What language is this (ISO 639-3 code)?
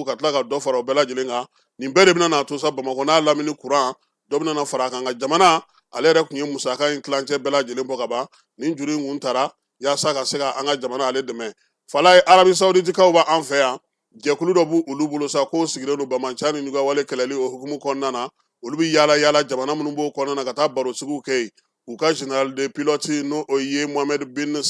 bam